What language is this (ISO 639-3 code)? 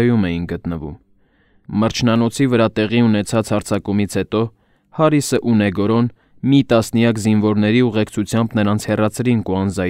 hye